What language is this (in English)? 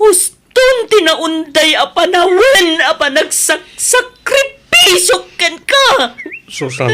Iloko